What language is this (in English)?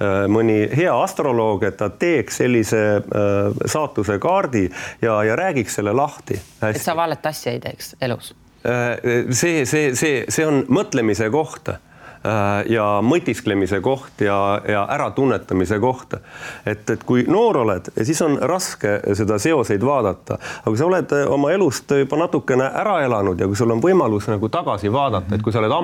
Estonian